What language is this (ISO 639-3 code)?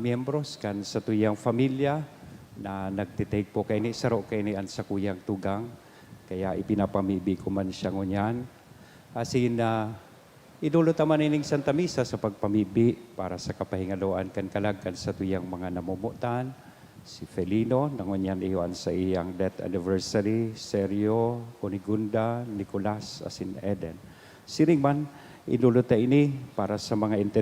bik